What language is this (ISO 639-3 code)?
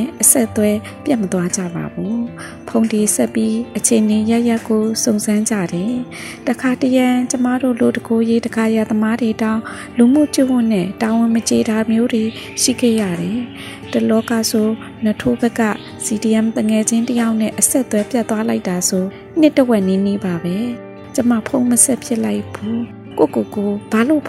mya